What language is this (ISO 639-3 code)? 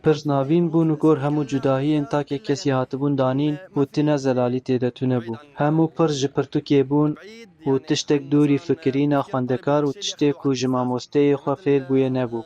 kur